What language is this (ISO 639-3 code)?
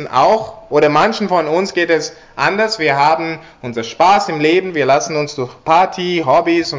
deu